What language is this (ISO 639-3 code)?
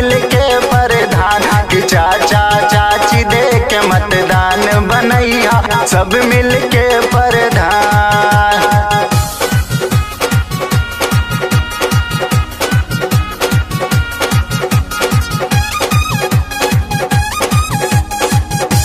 bho